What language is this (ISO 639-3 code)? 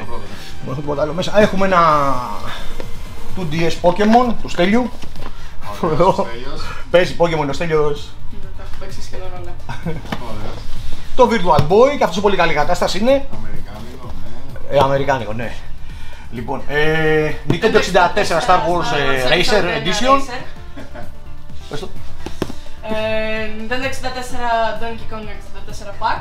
ell